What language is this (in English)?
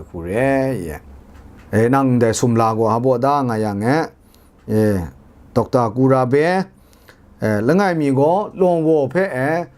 Kachin